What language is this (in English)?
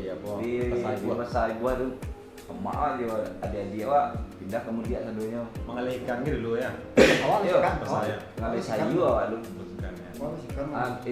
Minangkabau